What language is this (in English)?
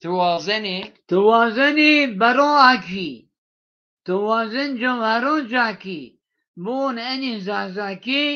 Zaza